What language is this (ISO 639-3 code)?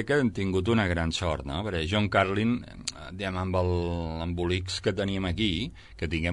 cat